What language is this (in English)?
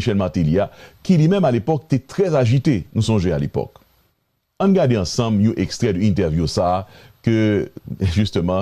Haitian Creole